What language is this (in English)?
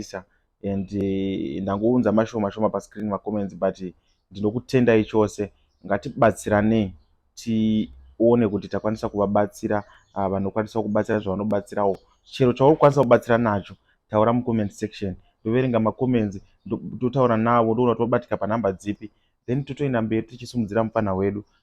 Shona